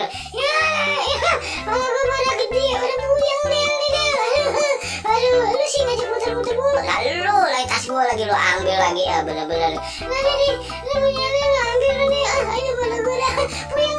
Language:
Betawi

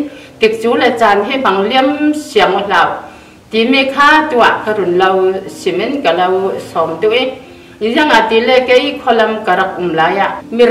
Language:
Falam Chin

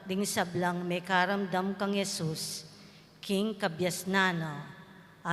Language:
Pampanga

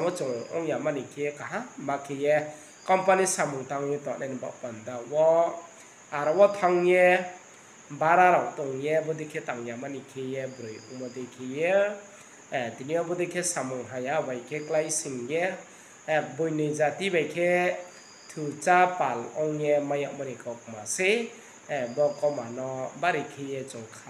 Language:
Riang (India)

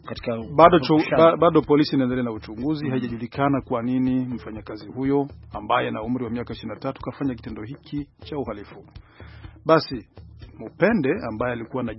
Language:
Swahili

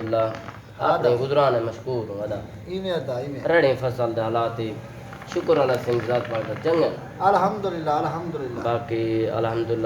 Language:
Saraiki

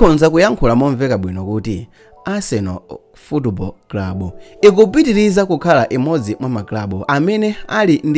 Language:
Nyanja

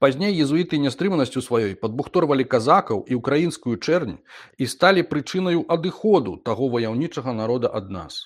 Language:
Belarusian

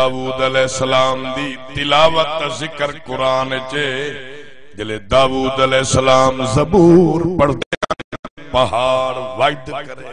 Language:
Saraiki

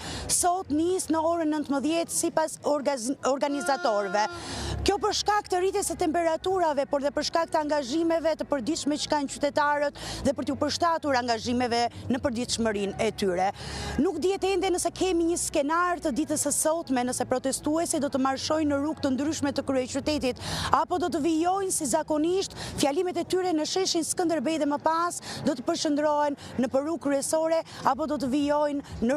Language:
Albanian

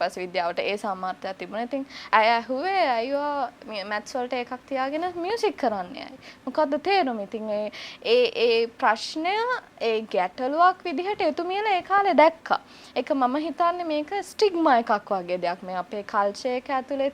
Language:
Sinhala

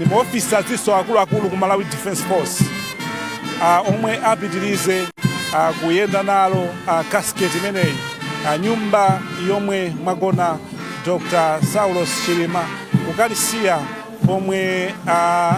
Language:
Nyanja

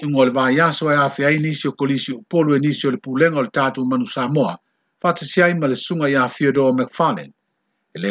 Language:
Samoan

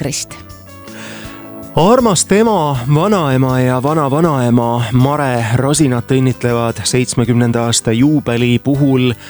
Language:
Estonian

